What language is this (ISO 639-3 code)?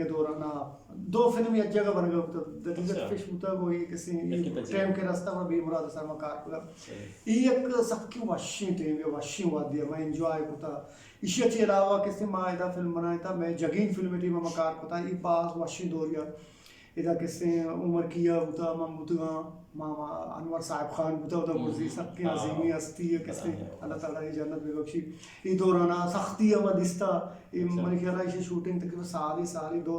bgp